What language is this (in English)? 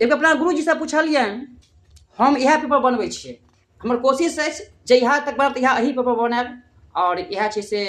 Maithili